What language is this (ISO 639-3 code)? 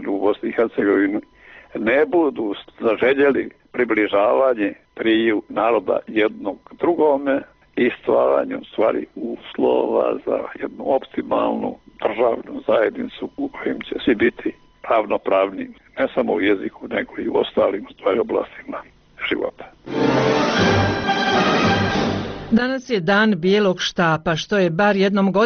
bos